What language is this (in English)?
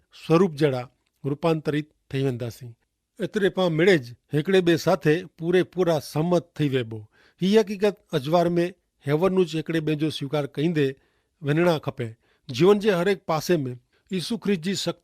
Kachhi